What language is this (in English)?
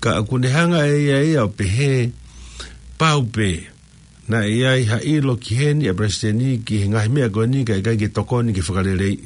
Tongan